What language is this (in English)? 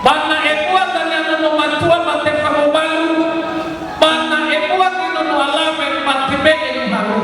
Nias